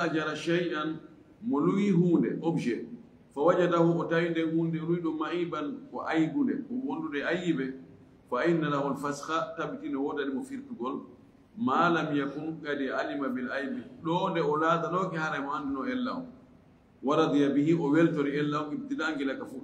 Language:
Fula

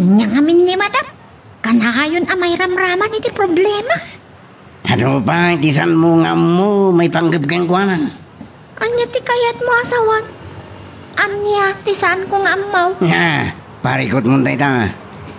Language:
Iloko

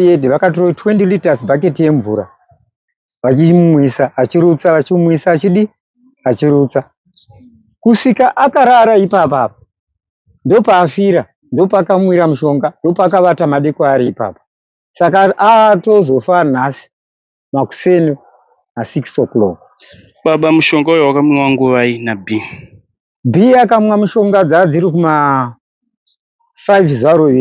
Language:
Shona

